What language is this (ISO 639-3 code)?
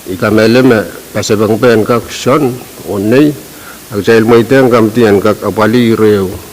pon